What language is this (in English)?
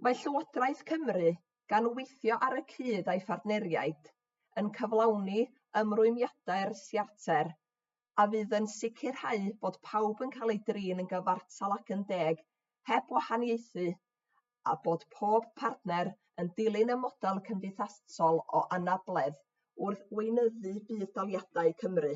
Welsh